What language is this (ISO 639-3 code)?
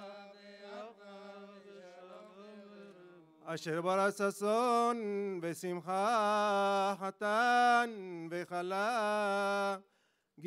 heb